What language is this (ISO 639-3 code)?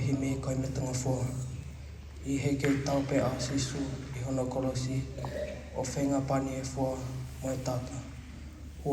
ton